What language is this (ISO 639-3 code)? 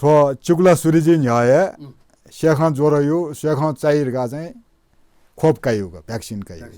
new